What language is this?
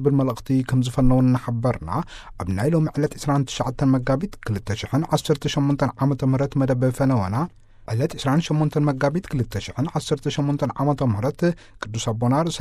Tigrinya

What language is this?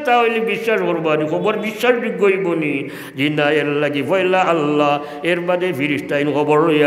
Sylheti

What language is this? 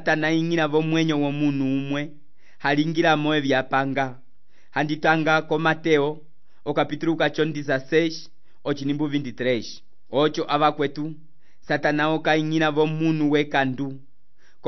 Umbundu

